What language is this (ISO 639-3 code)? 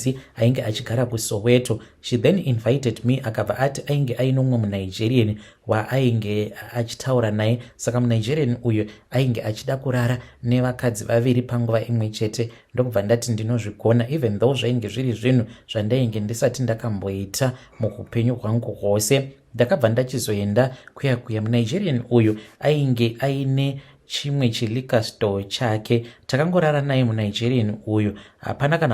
sna